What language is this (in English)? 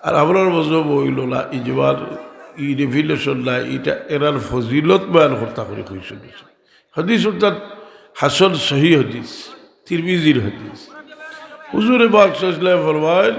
Sylheti